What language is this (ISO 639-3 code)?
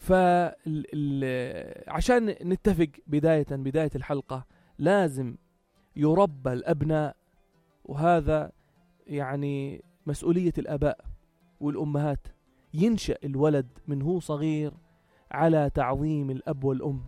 apc